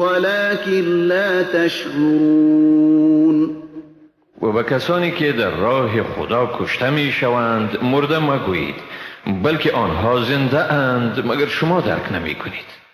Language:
Persian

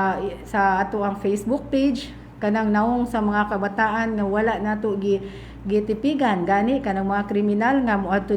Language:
Cebuano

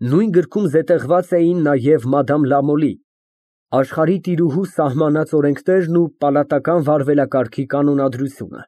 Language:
Armenian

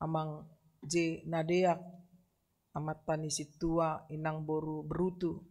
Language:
Batak Toba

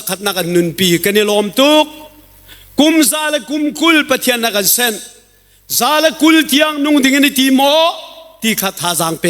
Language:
Hakha Chin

